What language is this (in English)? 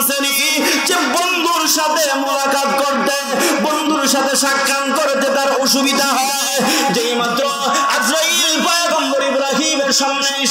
Bangla